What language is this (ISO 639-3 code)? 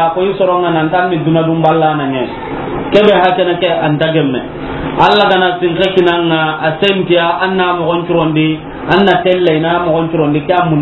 snk